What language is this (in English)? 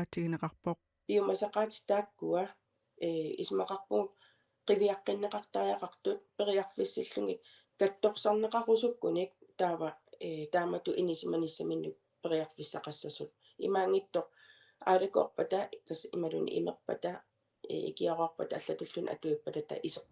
Kalaallisut